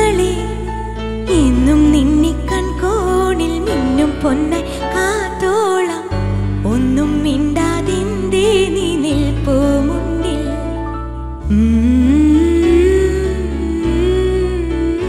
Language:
Malayalam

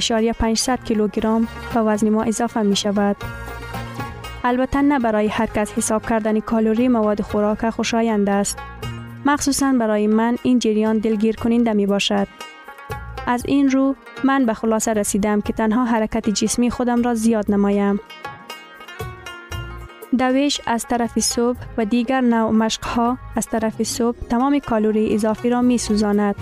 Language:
Persian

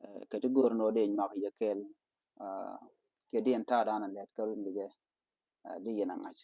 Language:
Nuer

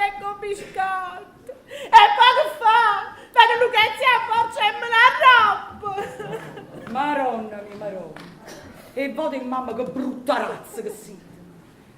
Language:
Neapolitan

